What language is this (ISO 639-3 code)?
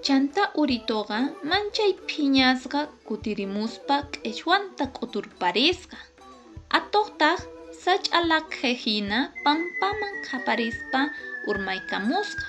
que